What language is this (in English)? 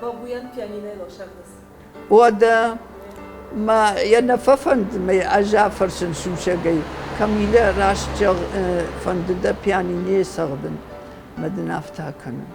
Ossetic